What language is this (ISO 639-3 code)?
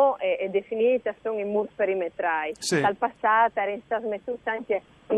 fur